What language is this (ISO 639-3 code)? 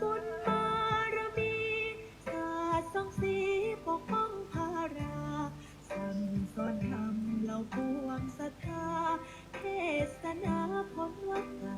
pli